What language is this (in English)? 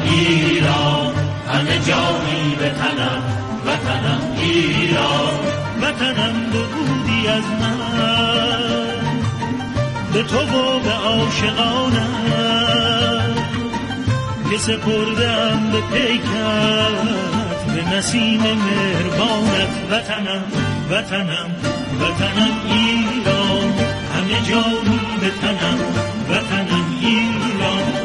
Persian